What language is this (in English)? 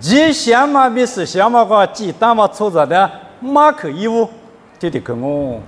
Lisu